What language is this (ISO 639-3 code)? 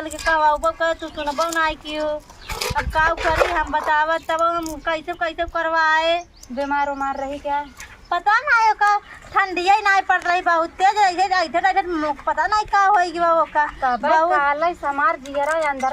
awa